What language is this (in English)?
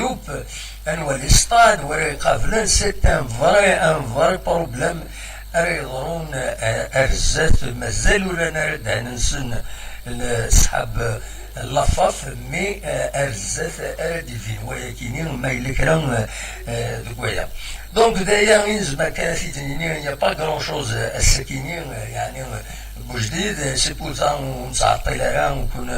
Kabyle